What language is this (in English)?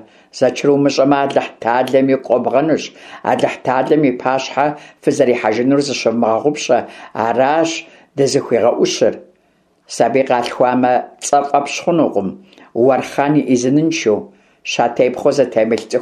Kabardian